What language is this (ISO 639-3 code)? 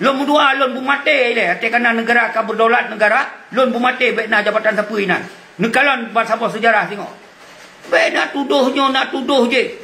ace